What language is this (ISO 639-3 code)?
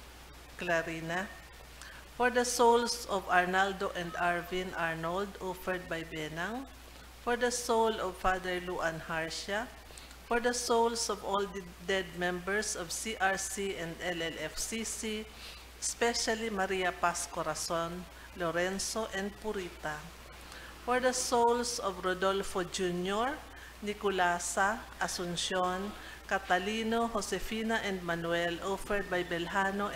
bik